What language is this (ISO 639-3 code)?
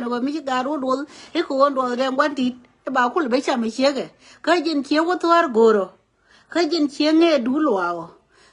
nus